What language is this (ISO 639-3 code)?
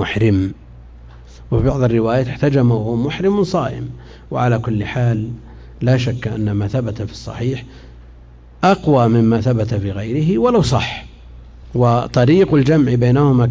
ara